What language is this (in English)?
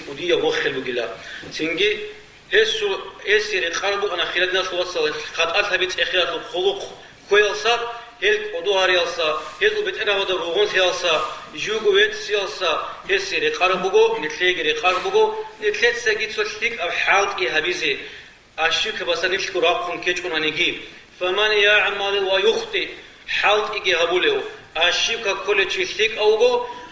Avaric